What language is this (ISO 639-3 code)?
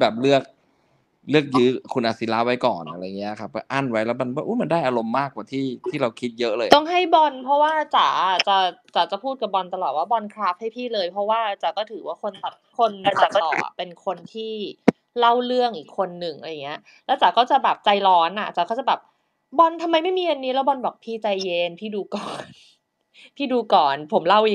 tha